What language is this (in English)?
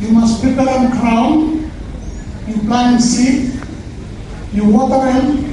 Bislama